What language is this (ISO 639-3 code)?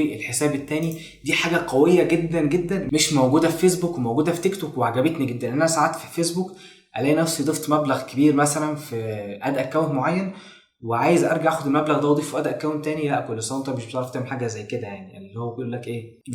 arz